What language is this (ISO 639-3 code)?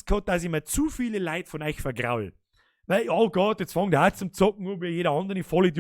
bar